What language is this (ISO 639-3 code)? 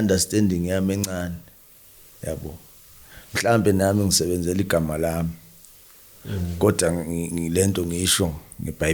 zul